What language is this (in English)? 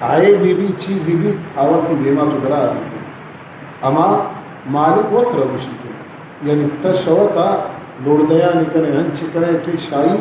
Baluchi